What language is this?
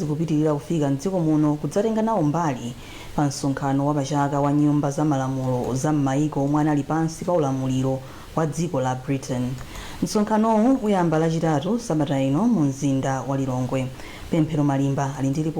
Nyanja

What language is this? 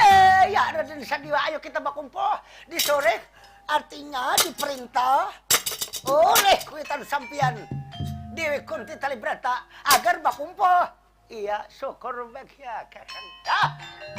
Banjar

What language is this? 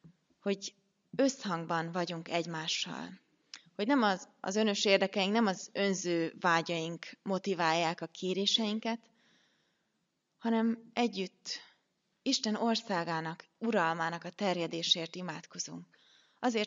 Hungarian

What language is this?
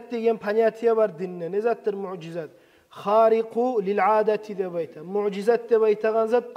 Kumyk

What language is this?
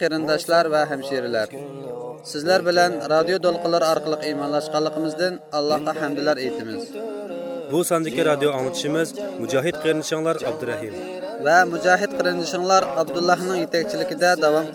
Uyghur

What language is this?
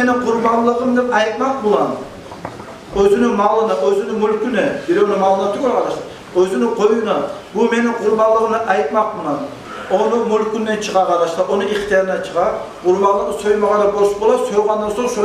Kumyk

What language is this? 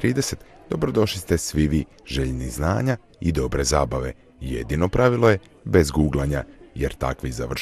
Croatian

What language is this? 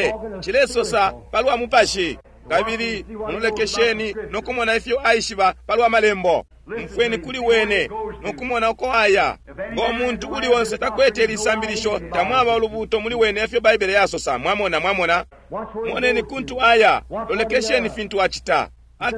Bemba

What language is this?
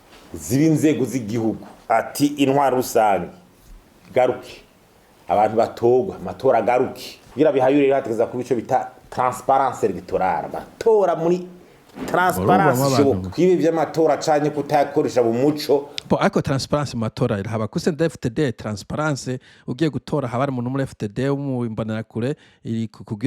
Rundi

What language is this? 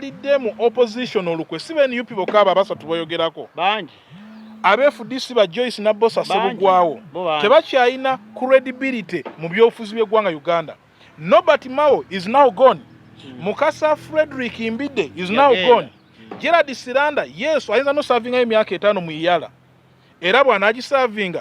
Ganda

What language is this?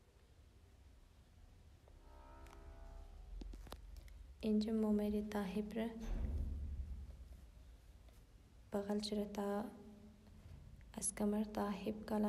Hazaragi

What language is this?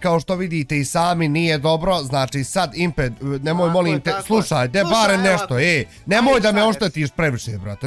Bosnian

